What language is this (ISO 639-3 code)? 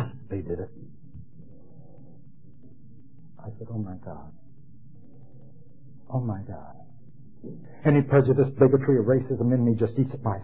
eng